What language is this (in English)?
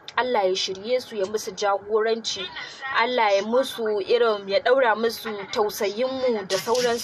Hausa